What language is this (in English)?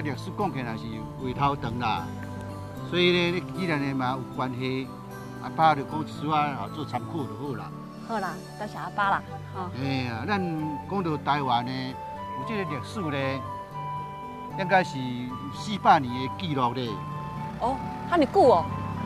Min Nan Chinese